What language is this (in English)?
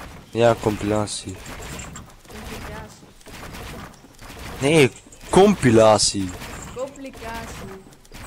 Dutch